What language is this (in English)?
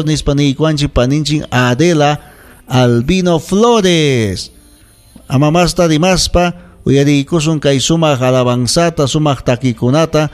Ayacucho Quechua